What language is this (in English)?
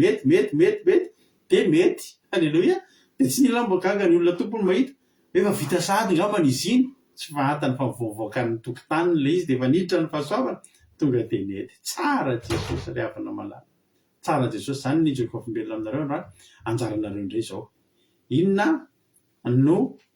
Malagasy